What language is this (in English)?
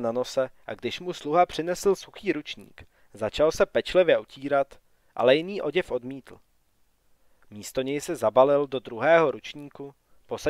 Czech